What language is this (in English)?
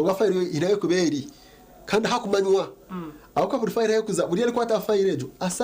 Nyankole